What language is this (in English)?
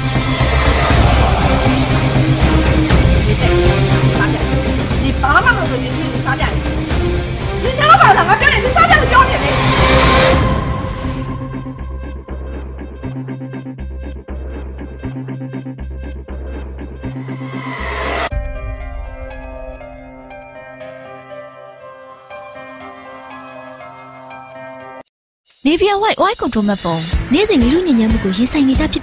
Burmese